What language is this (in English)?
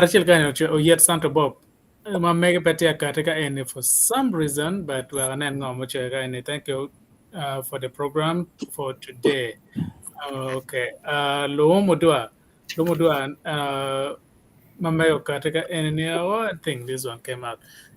Acoli